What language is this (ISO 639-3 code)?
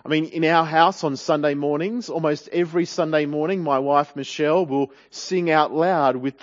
eng